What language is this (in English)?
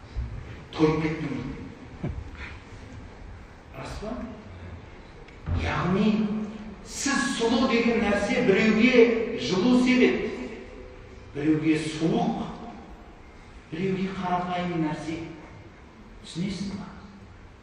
Kazakh